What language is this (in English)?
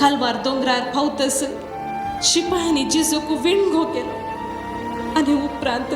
Konkani